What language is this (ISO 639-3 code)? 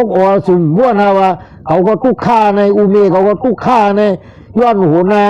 shn